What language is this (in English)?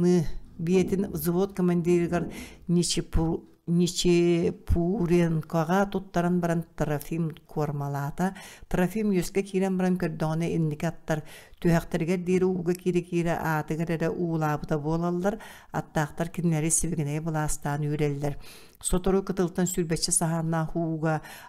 Yakut